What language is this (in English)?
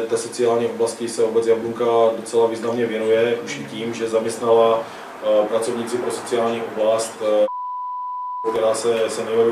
Czech